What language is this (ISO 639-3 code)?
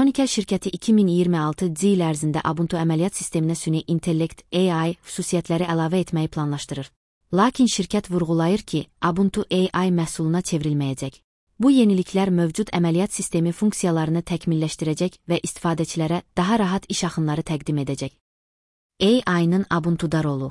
aze